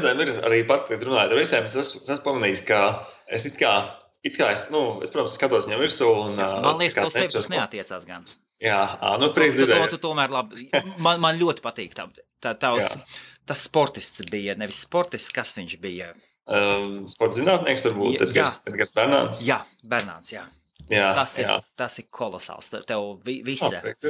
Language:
Latvian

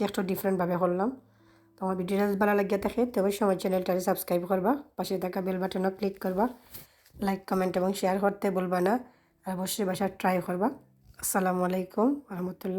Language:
Sylheti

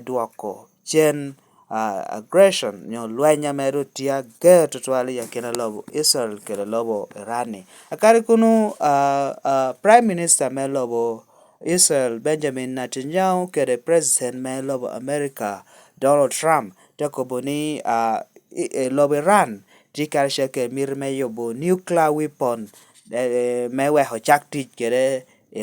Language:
Lango (Uganda)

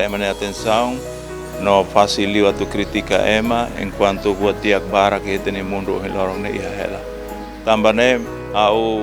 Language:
Tetum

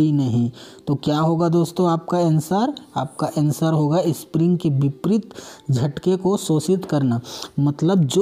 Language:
Hindi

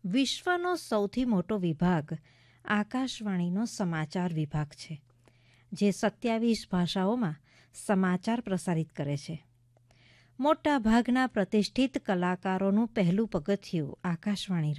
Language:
Gujarati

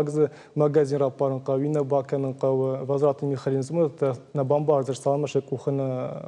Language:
Ossetic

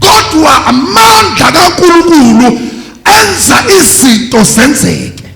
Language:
Zulu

